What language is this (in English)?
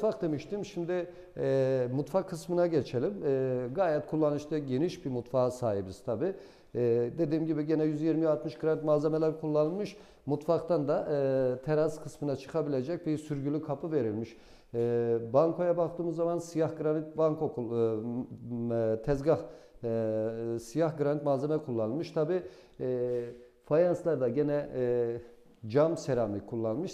Turkish